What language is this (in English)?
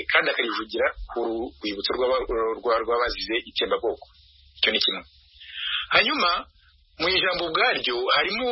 Kinyarwanda